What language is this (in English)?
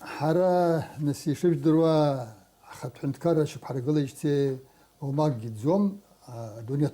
Abkhazian